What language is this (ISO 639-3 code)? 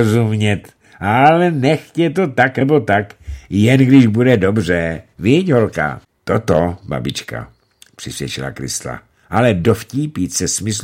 ces